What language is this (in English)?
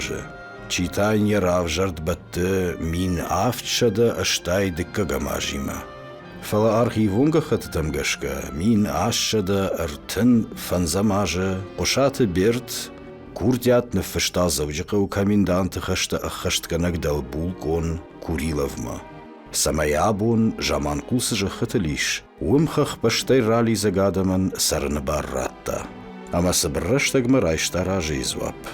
Ossetic